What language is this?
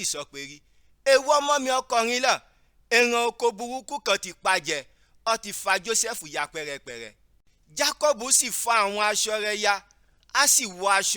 Yoruba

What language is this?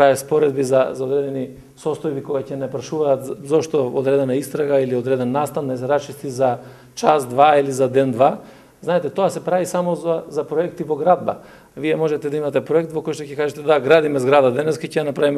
Macedonian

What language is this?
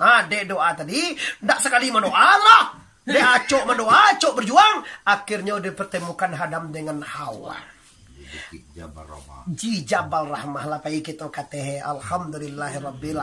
Minangkabau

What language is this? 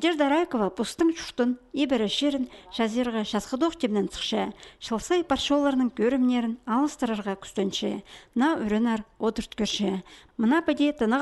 Khakas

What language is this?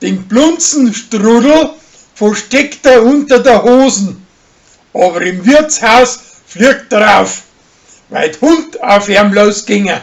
Bavarian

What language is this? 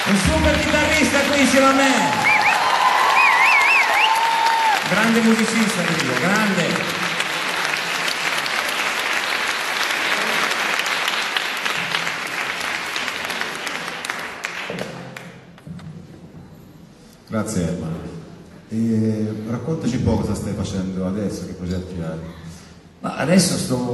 Italian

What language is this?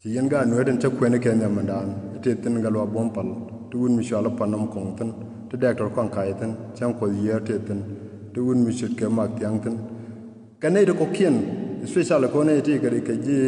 Nuer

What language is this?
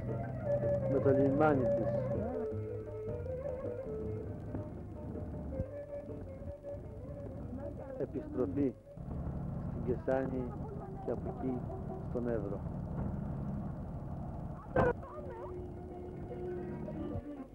Greek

